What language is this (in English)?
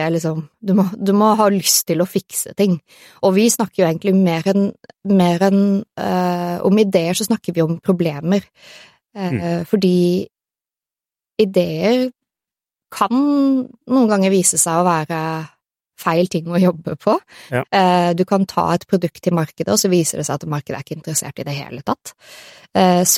Norwegian